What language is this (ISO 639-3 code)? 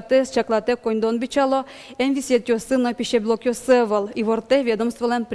udm